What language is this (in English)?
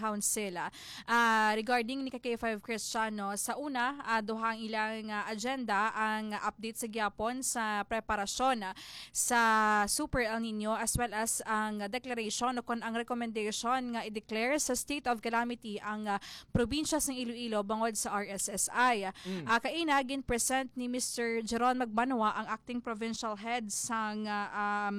Hiligaynon